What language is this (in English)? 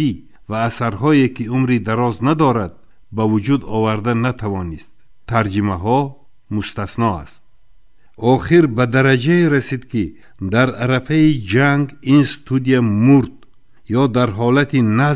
Tajik